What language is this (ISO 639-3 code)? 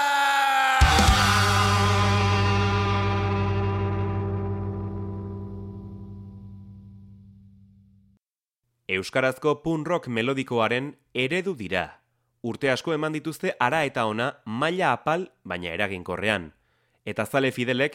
eus